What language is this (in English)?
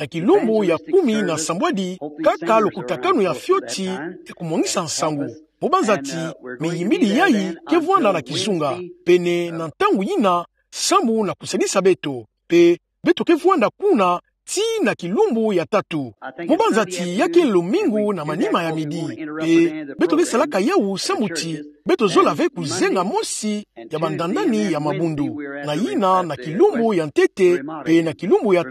Kituba (Democratic Republic of Congo)